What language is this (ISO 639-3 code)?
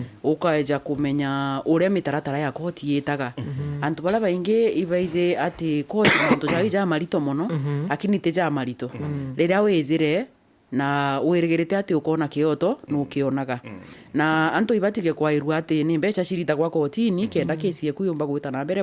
mer